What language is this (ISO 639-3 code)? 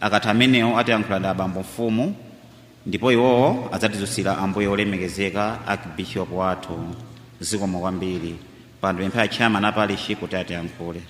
nya